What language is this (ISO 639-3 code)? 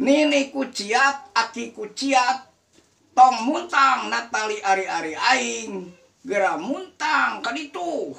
sun